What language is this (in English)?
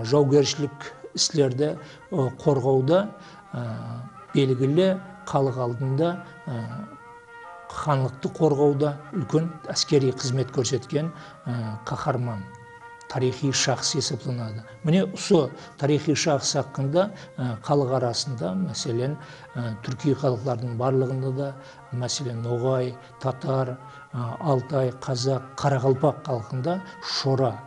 Kara-Kalpak